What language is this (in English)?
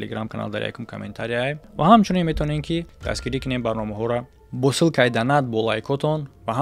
Tajik